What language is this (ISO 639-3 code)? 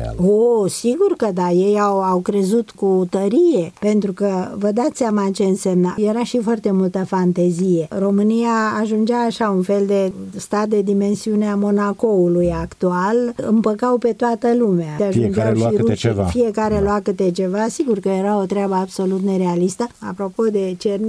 ron